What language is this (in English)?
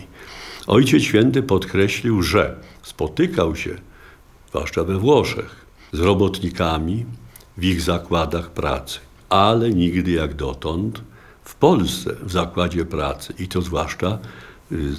Polish